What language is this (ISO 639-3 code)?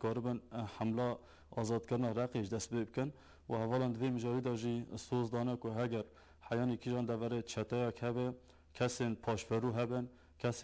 kur